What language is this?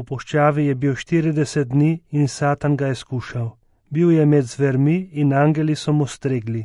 Slovenian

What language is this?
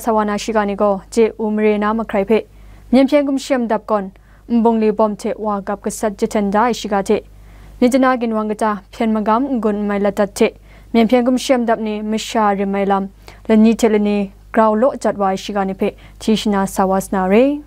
Kachin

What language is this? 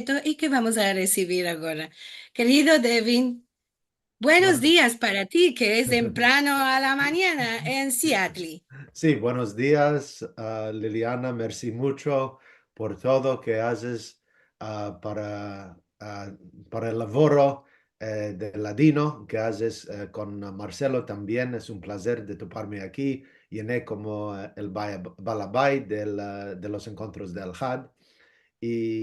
Ladino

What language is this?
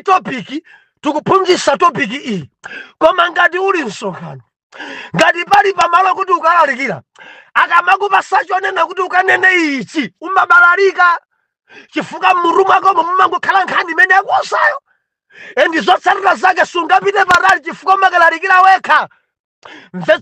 Nyanja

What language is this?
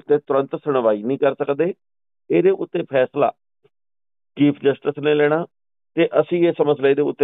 Punjabi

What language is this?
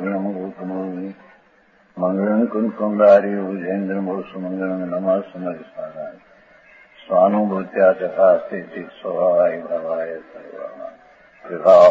Gujarati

